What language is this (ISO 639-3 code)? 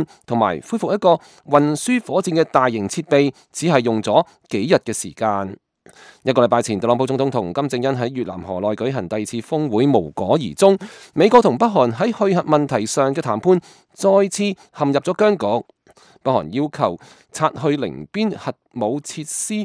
yue